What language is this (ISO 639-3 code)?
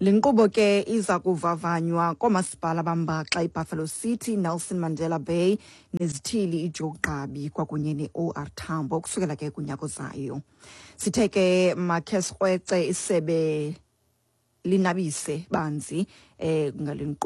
xho